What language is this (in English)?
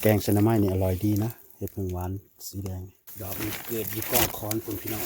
Lao